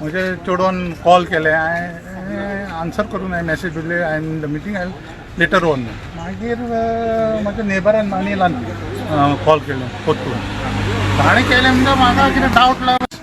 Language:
Konkani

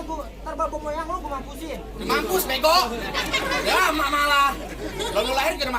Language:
Betawi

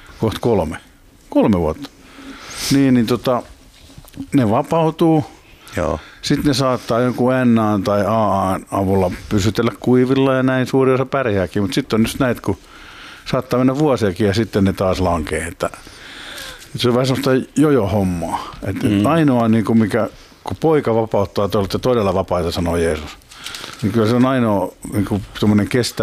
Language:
Finnish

